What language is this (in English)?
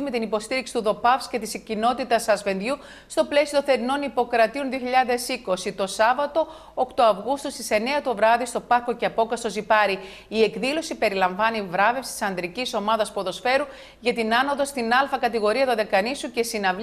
Greek